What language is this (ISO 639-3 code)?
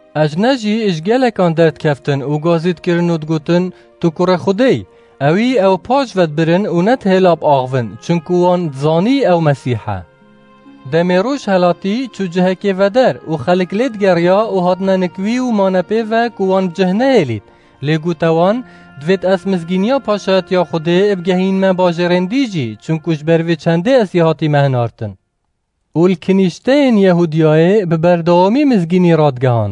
kur